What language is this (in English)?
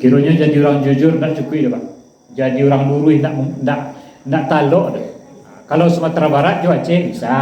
Minangkabau